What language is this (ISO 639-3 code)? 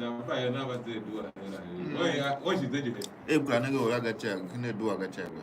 tiv